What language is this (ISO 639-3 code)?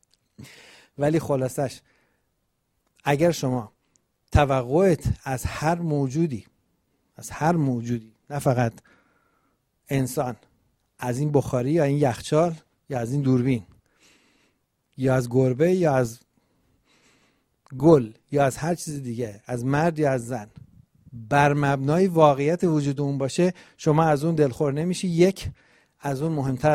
fas